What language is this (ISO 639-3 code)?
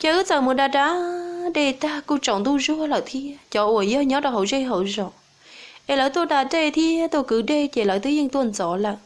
hmn